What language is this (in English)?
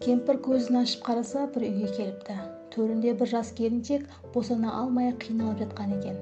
Kara-Kalpak